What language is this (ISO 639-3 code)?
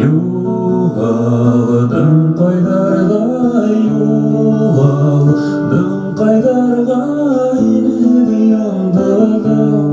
bak